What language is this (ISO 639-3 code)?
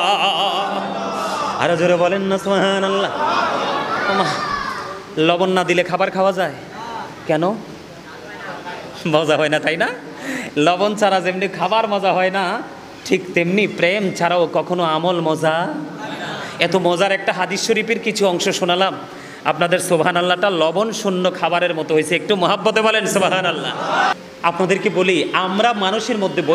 ben